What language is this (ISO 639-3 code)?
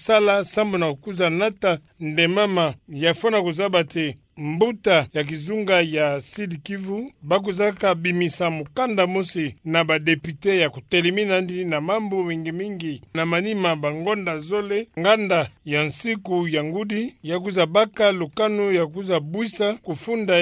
ktu